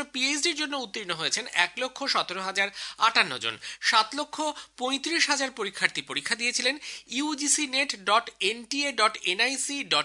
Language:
Bangla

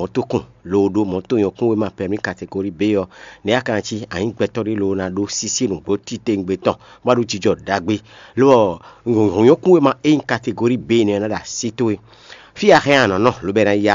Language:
Fon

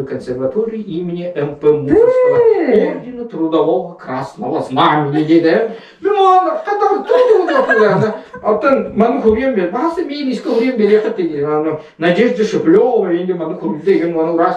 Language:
Yakut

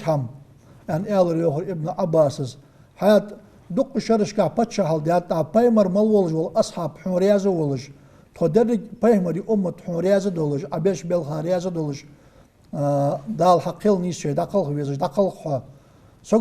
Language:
Ingush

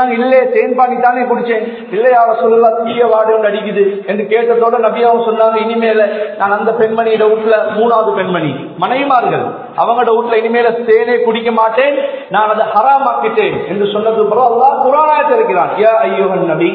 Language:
Tamil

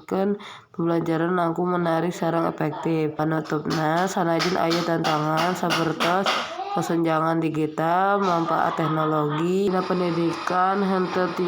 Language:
Sundanese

